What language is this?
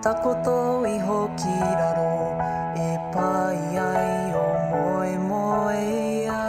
Māori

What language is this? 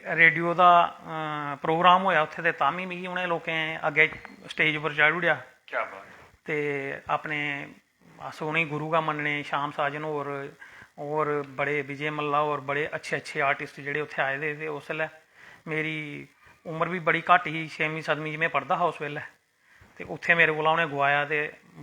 Dogri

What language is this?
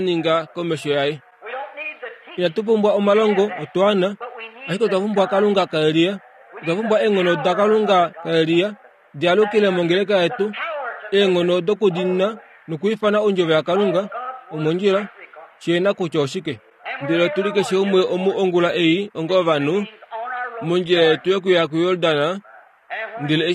Kuanyama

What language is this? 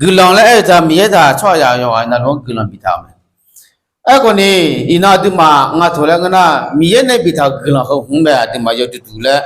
Akha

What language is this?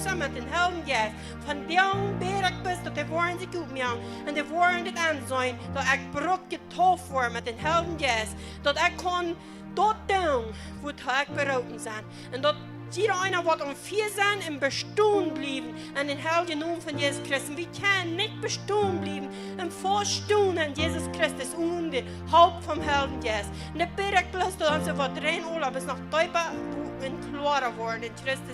Plautdietsch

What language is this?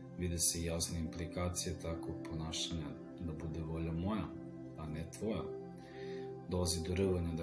Serbian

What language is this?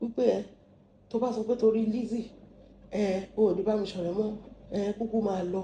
Yoruba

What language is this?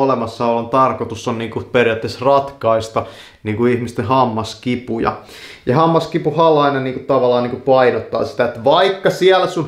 Finnish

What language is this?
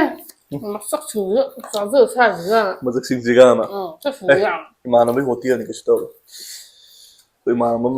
Manipuri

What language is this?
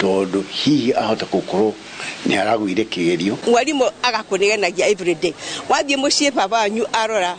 Kikuyu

